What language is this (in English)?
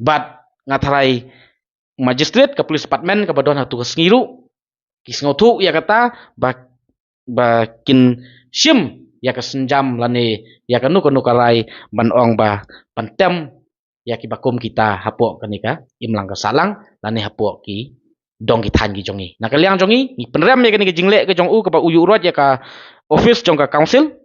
Khasi